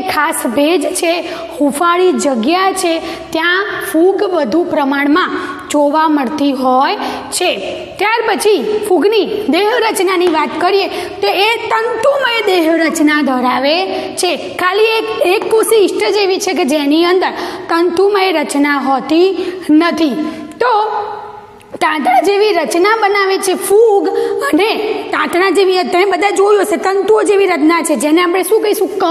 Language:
Gujarati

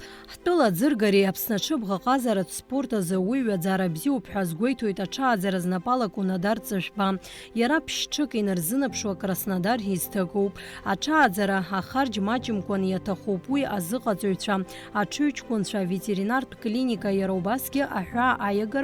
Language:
Abkhazian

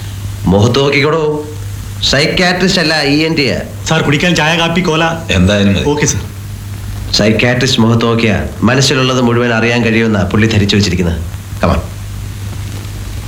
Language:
Malayalam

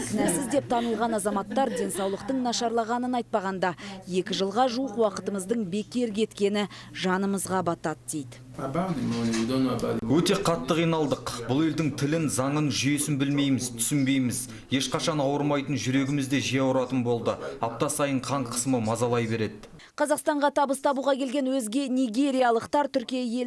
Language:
Kazakh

